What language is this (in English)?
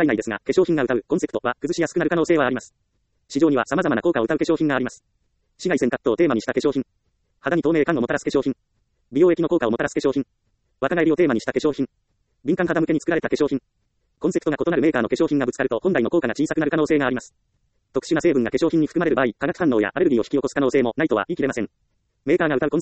Japanese